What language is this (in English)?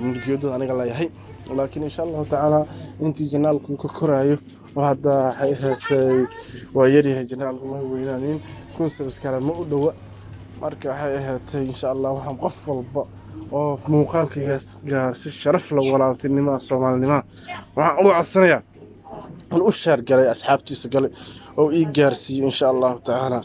Somali